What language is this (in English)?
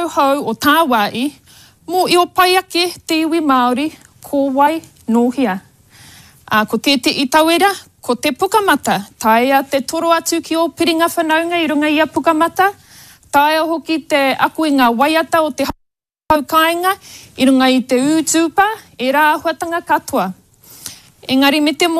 Māori